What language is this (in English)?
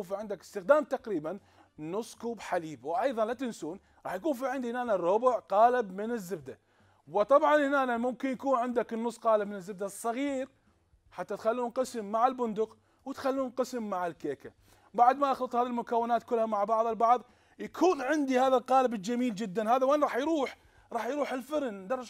Mesopotamian Arabic